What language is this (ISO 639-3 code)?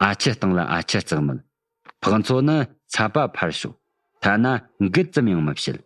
bod